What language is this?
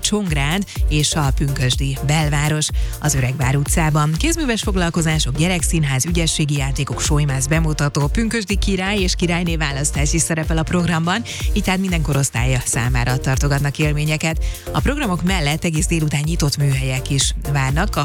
Hungarian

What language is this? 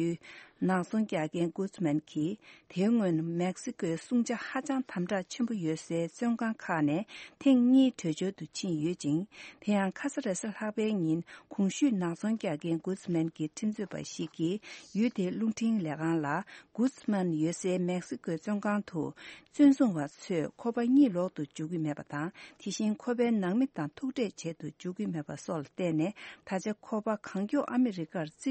Tibetan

